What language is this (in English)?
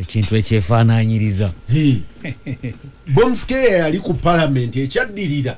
Ganda